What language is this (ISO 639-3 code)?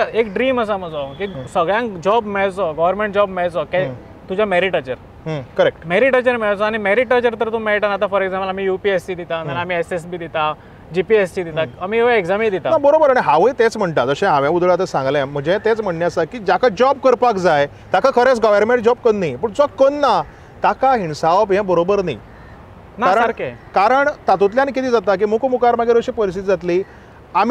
kok